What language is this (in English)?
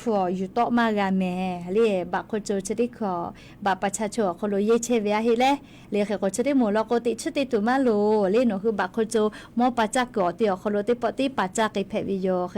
Lahu